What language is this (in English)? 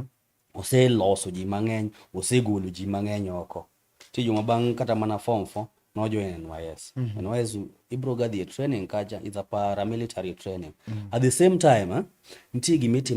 Luo (Kenya and Tanzania)